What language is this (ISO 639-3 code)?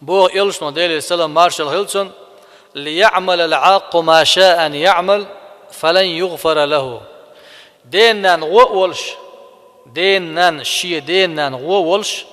che